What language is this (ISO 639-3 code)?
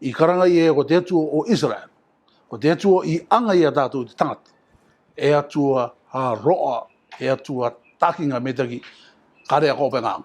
rar